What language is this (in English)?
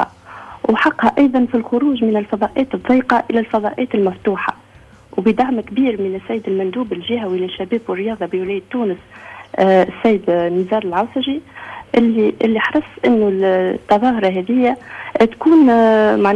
Tunisian Arabic